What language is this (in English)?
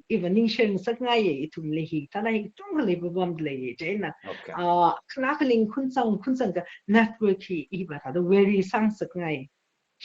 Tangkhul Naga (India)